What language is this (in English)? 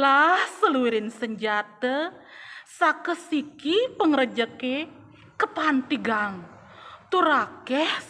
Balinese